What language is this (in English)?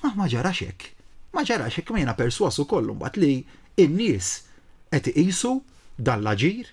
Maltese